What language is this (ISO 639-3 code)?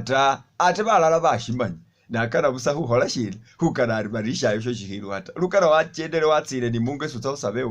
myx